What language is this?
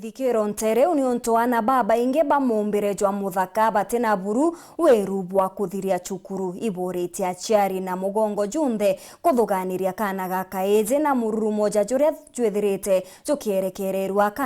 Meru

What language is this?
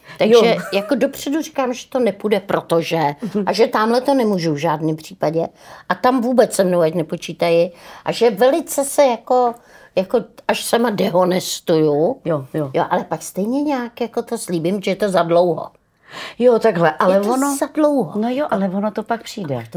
Czech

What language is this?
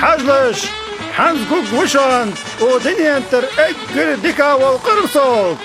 Ingush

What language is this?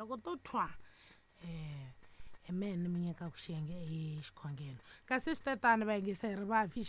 Tsonga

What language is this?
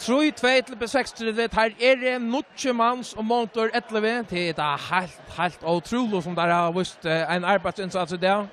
Faroese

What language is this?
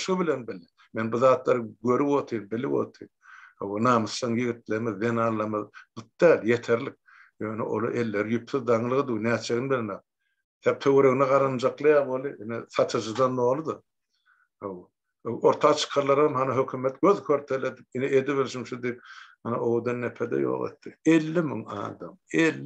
Turkmen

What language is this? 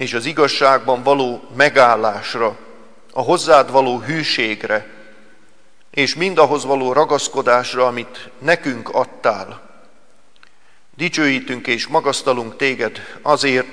Hungarian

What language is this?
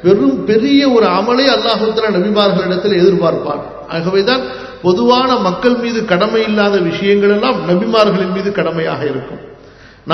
Tamil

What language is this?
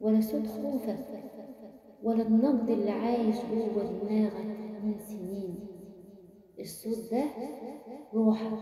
Egyptian Arabic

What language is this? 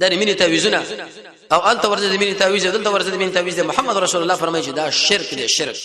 Pashto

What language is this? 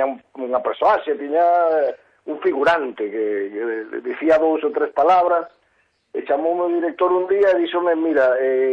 Galician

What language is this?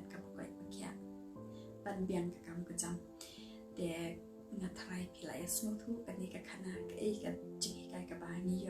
Khasi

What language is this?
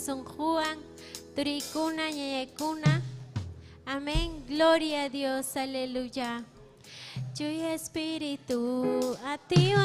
Ayacucho Quechua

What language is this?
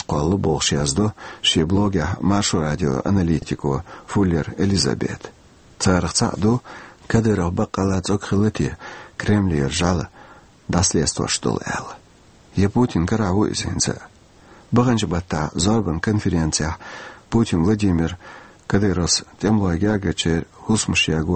Chechen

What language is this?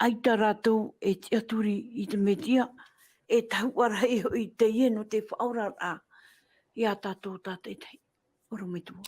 Tahitian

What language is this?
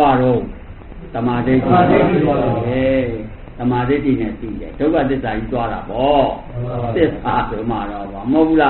Burmese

